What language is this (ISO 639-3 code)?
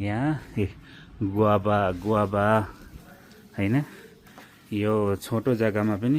nep